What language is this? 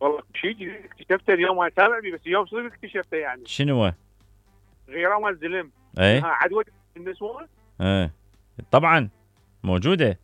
Mesopotamian Arabic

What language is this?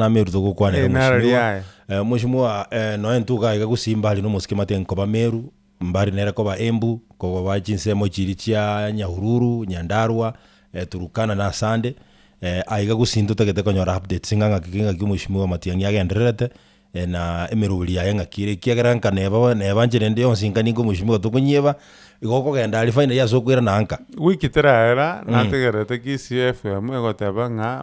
Gusii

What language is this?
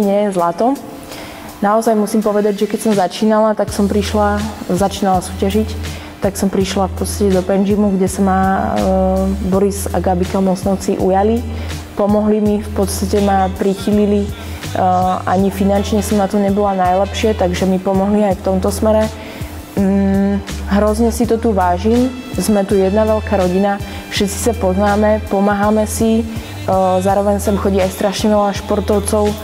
Slovak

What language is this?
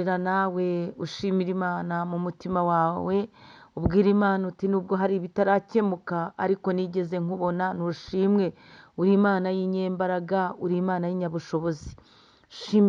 Kinyarwanda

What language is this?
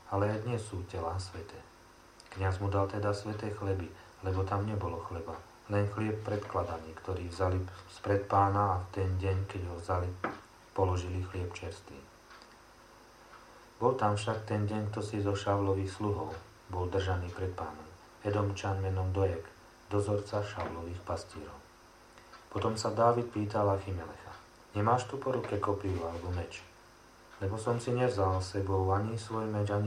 Slovak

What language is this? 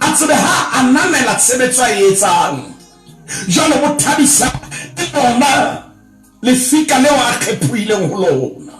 Southern Sotho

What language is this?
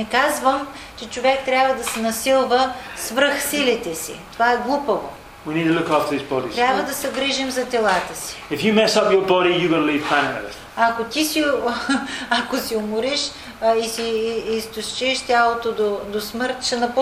Bulgarian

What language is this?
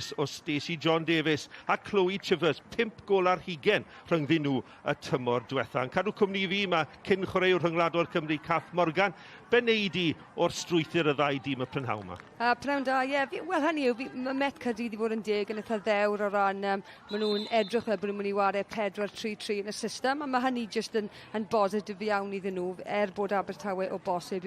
Welsh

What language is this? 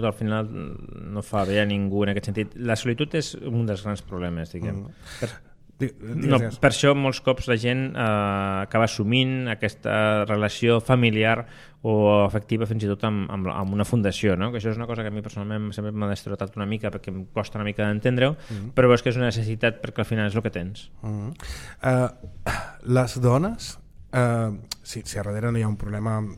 Catalan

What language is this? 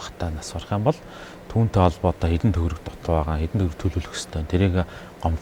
Mongolian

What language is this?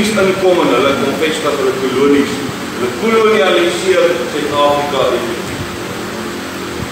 Afrikaans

